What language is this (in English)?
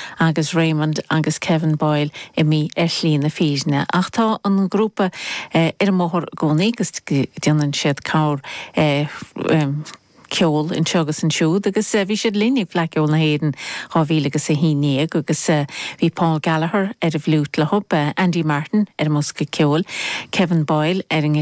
Irish